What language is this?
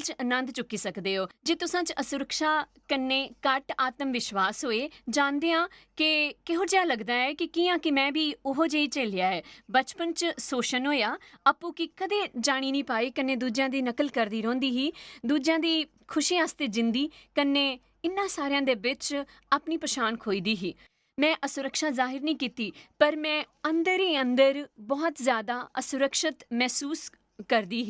Dogri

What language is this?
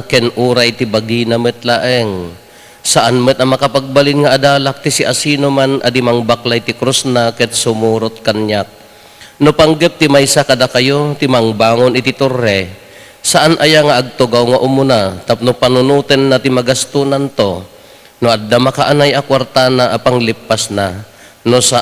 Iloko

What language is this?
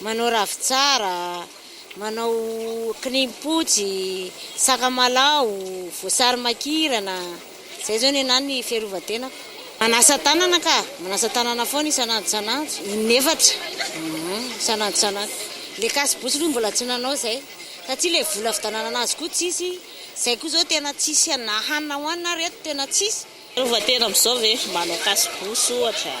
Malagasy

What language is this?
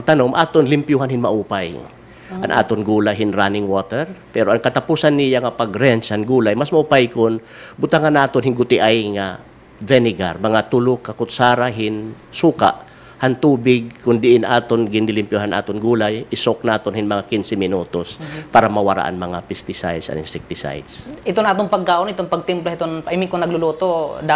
Waray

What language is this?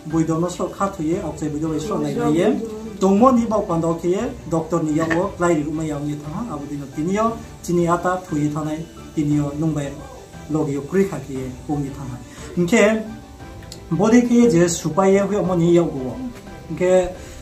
Riang (India)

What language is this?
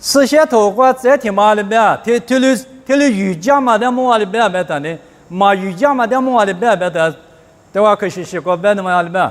Lisu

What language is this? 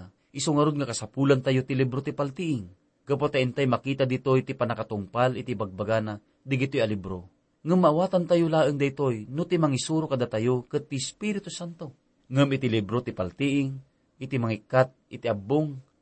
Iloko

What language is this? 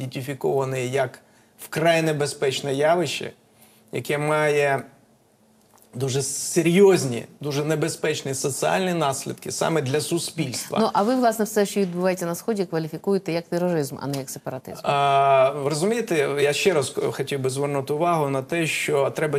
Ukrainian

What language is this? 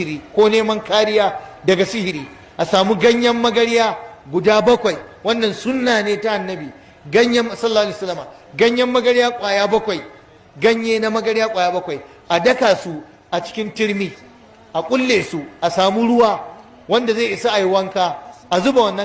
Hausa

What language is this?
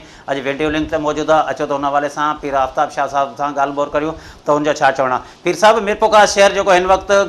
Sindhi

